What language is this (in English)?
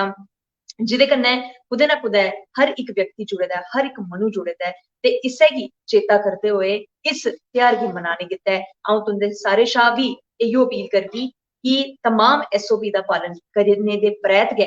Dogri